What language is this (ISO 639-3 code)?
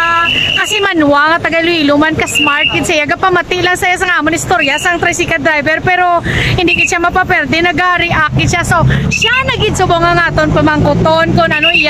hil